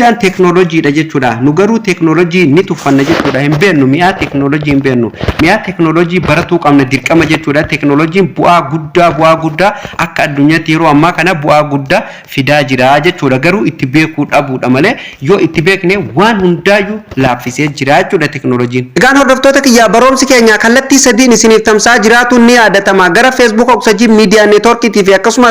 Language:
Oromo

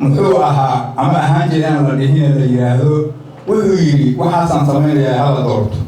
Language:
Somali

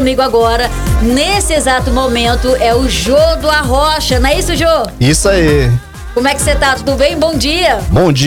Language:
Portuguese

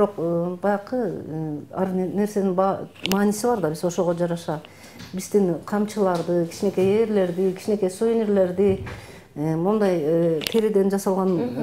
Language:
Kyrgyz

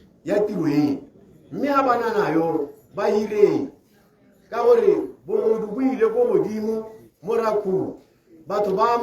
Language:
Tswana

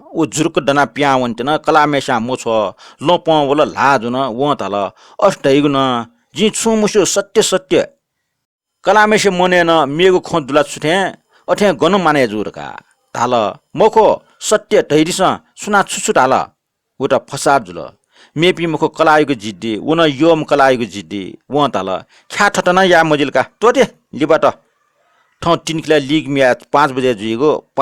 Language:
Newari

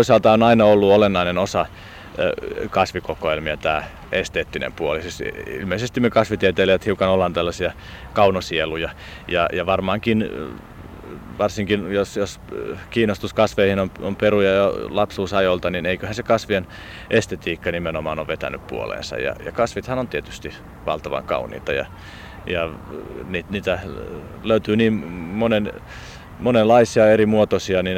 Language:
Finnish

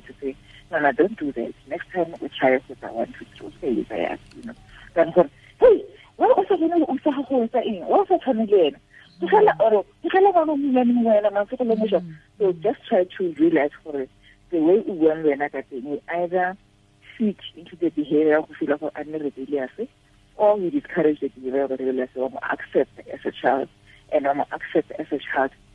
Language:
Tswana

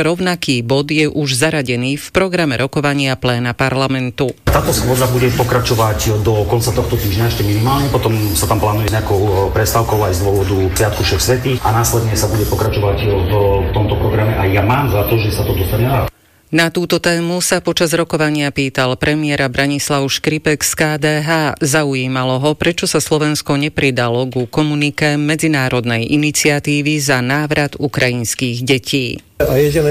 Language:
Slovak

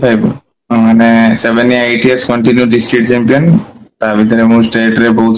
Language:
Odia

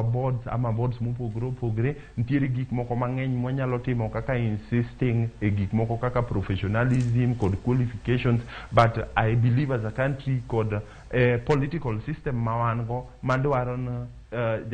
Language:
Luo (Kenya and Tanzania)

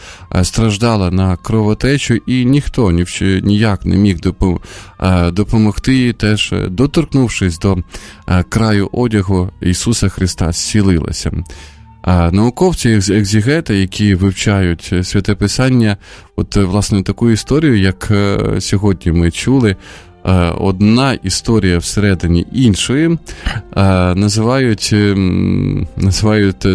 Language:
Ukrainian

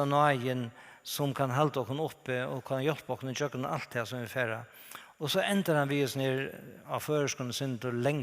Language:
Faroese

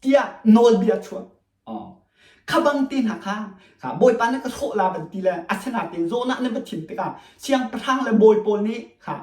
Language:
Hakha Chin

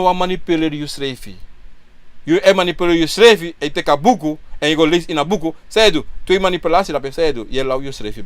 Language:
Sranan Tongo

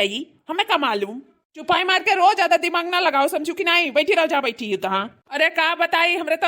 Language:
Awadhi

